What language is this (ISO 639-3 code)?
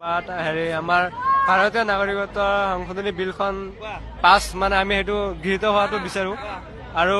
asm